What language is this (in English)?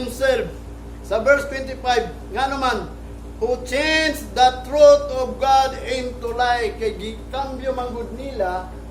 Cebuano